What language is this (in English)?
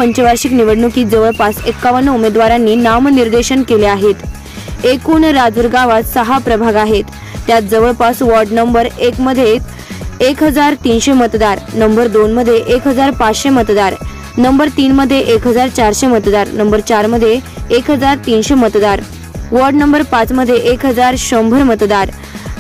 Marathi